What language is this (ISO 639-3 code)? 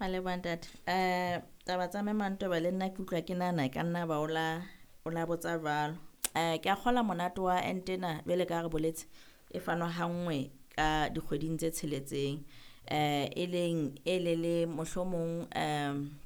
sot